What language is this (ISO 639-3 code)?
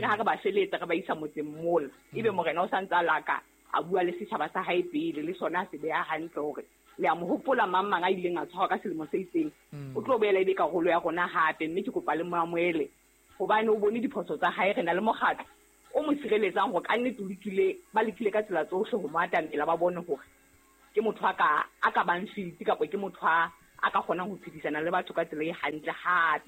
sot